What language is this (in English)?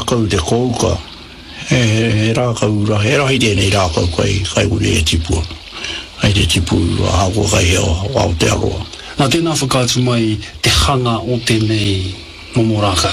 Māori